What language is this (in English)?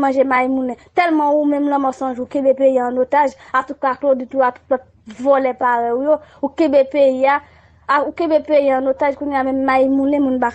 Haitian Creole